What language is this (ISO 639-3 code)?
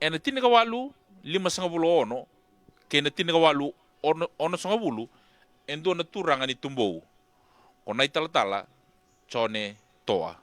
fij